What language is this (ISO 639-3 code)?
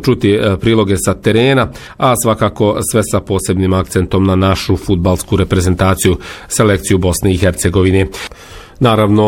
bos